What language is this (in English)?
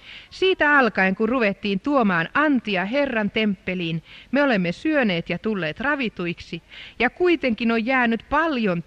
Finnish